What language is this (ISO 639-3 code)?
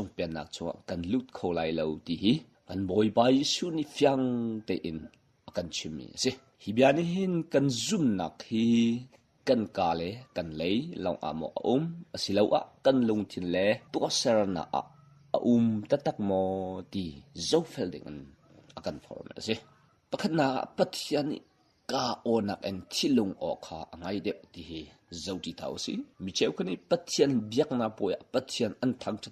cnh